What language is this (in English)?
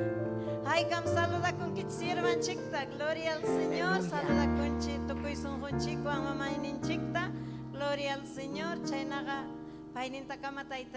Ayacucho Quechua